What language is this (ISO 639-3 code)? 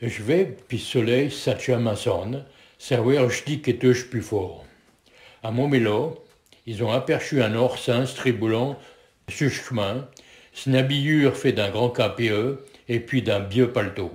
pcd